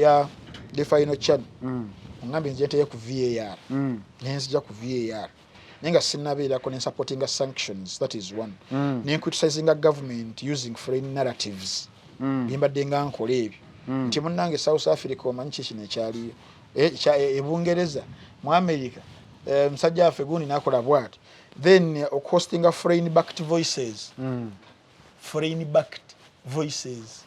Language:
Ganda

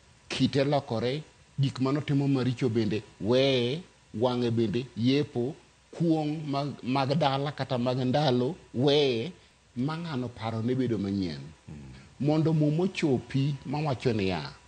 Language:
Luo (Kenya and Tanzania)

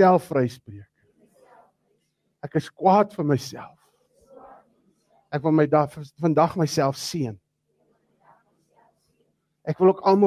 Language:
Afrikaans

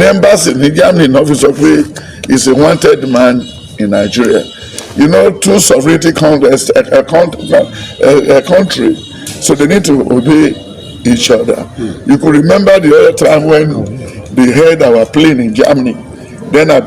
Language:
Yoruba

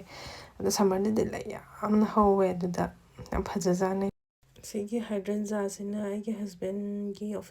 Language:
Manipuri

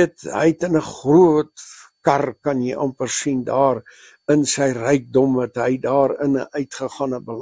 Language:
Afrikaans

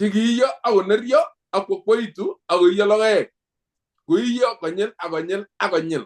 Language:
Kalenjin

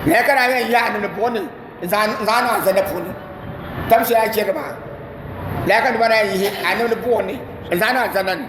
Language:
Dagbani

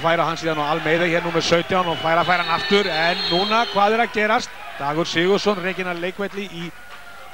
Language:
Icelandic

